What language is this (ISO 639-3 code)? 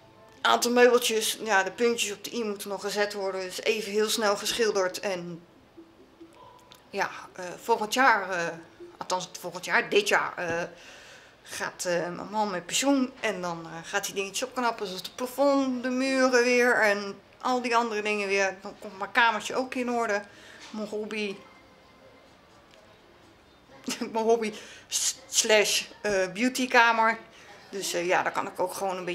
nld